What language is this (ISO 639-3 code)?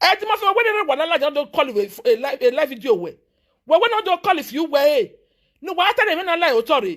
pcm